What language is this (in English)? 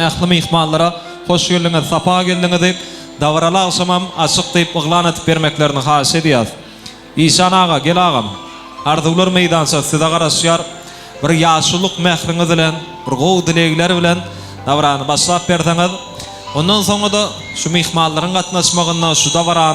Turkmen